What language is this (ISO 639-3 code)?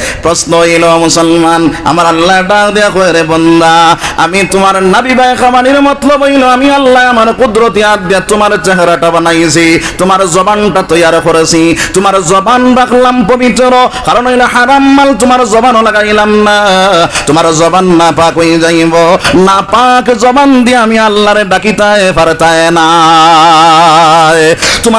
syl